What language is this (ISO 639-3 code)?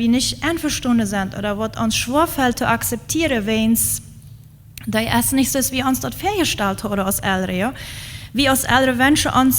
pdt